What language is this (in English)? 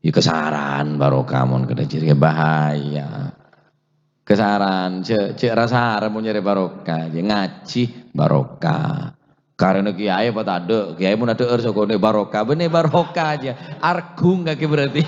Madurese